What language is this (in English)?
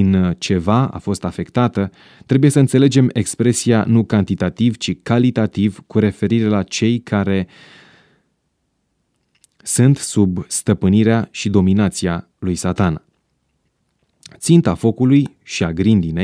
Romanian